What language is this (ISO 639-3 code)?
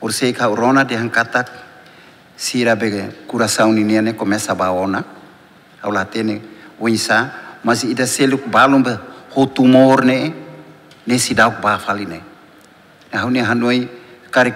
tet